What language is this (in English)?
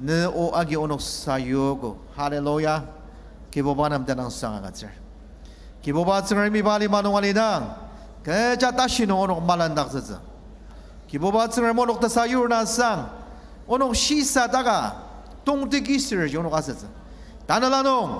Ao Naga